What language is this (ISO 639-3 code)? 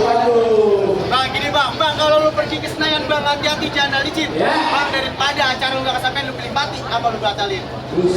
bew